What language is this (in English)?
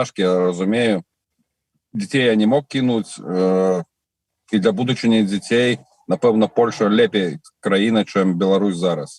Belarusian